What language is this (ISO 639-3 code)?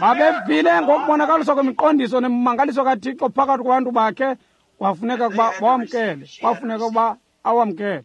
xho